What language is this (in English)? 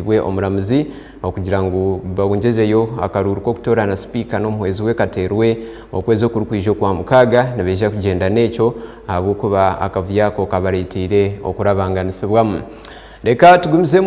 Nyankole